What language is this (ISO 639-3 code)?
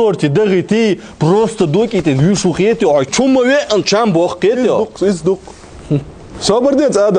che